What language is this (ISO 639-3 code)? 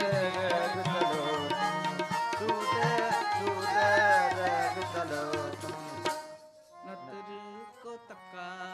hin